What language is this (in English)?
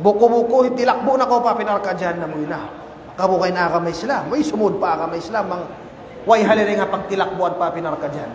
Tausug